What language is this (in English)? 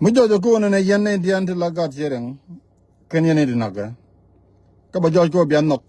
Nuer